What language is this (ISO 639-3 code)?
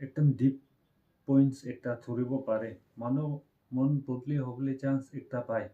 nag